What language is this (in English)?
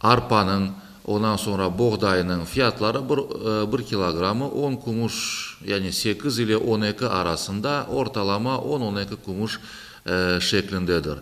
Crimean Tatar